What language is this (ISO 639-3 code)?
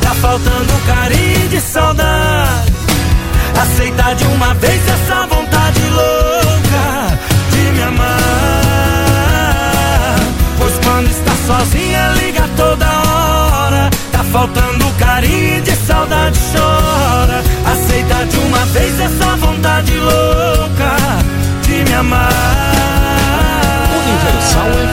por